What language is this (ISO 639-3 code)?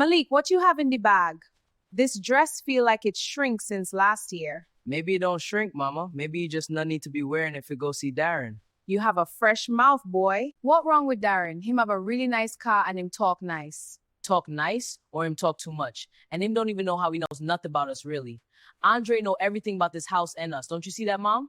jam